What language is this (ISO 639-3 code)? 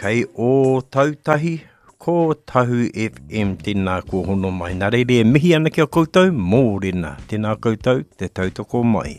mri